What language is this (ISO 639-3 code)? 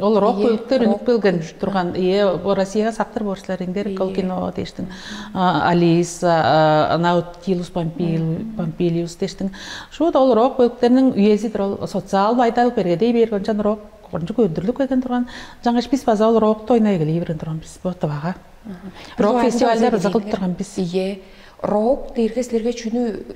tyv